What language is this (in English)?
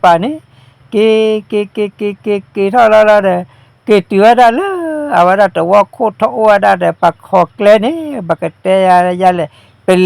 S'gaw Karen